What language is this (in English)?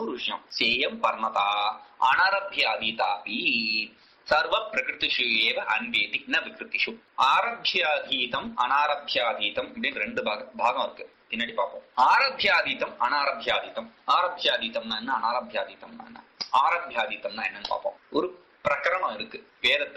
Tamil